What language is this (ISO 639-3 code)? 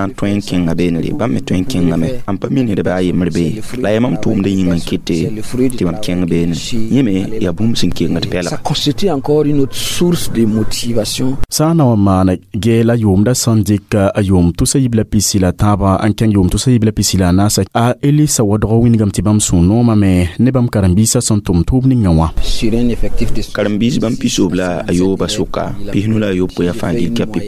mos